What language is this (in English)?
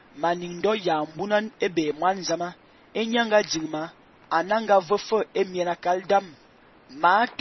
Fang